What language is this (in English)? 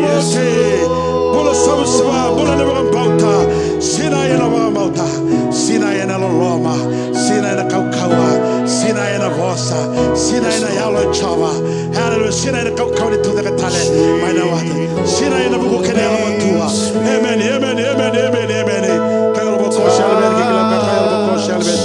Fijian